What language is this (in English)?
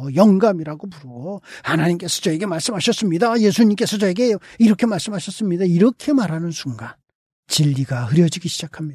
Korean